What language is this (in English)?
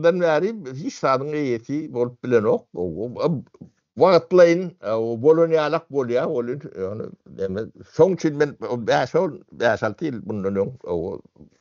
Turkmen